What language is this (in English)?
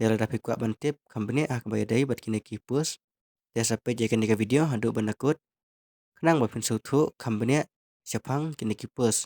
Khasi